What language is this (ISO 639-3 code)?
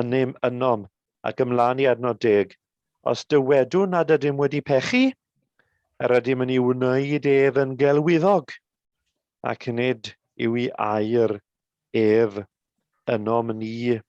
cym